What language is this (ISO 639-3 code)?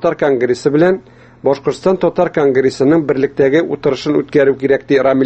tat